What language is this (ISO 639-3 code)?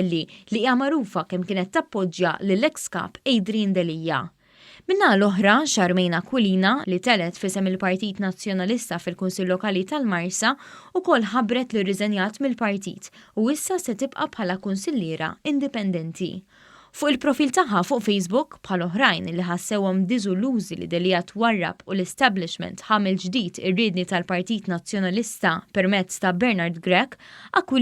mlt